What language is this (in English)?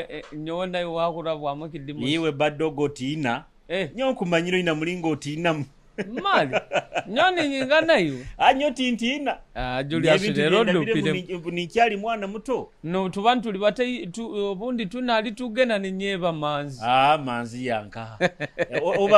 Nyoro